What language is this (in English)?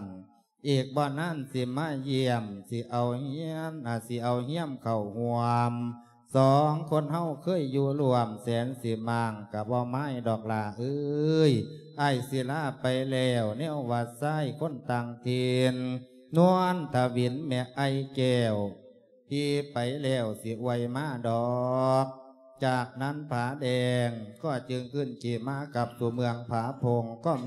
Lao